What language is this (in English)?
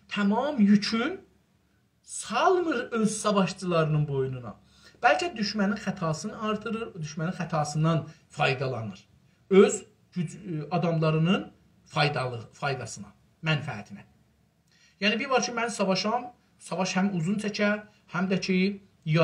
South Azerbaijani